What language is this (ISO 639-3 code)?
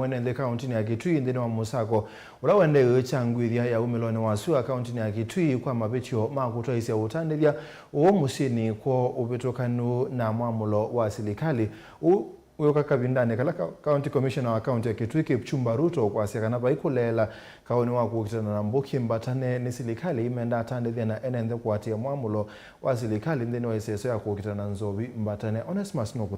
kam